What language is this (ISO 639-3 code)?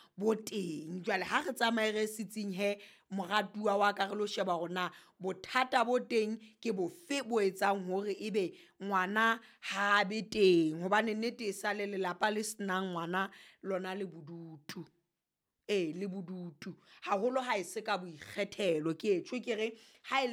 sot